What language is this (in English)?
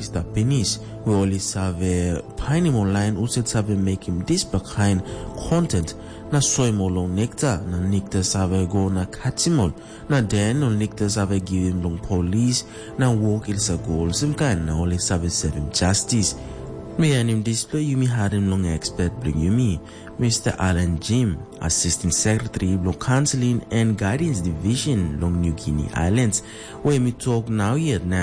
Tok Pisin